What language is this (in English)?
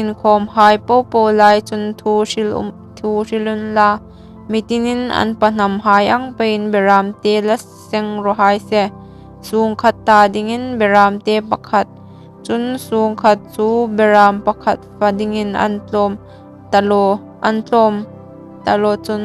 Hmar